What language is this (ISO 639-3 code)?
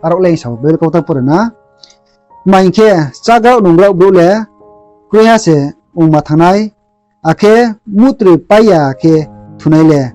ria